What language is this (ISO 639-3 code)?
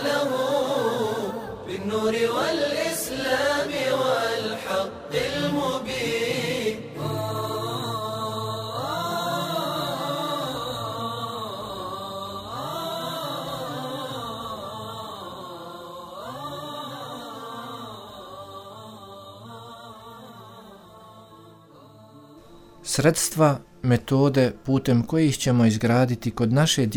bos